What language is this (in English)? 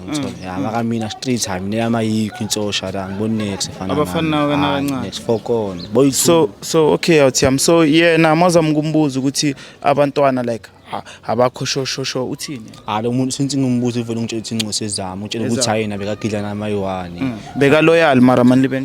Zulu